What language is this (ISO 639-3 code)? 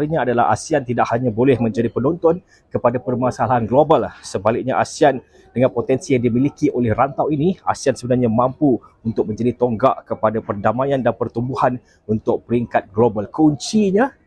msa